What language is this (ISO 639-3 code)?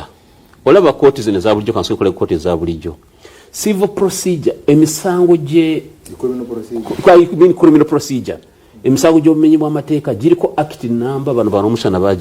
lug